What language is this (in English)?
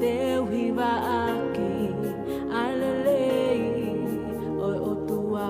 Tongan